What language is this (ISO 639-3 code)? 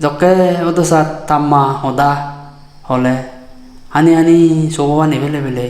ccp